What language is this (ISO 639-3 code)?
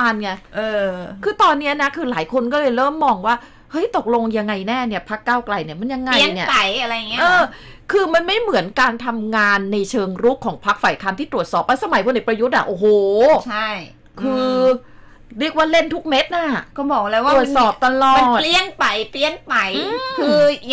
tha